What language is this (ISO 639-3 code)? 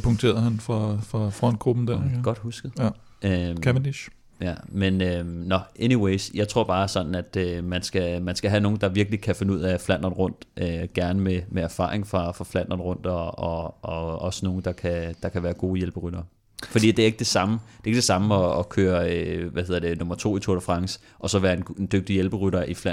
dan